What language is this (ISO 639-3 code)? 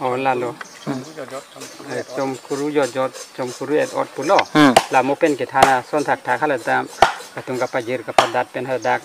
mjw